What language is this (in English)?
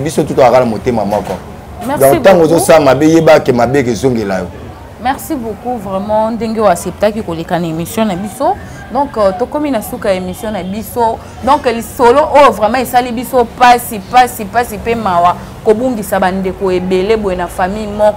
Lingala